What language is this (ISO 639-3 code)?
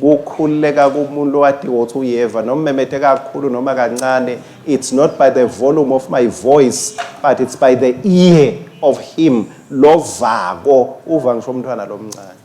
ssw